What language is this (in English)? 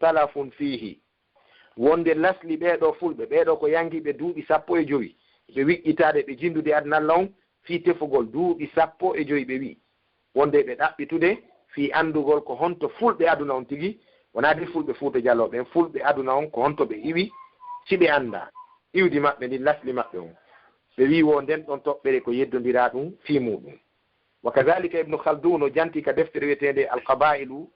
Fula